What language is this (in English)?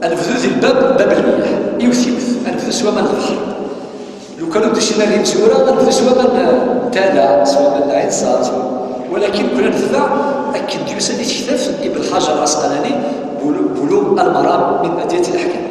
Kabyle